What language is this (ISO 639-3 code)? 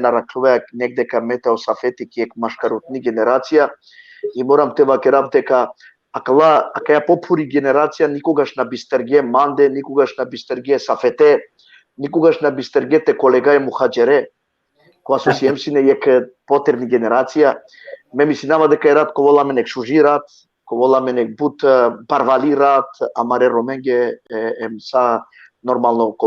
rmn